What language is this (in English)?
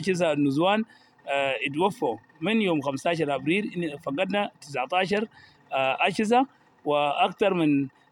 Sudanese Arabic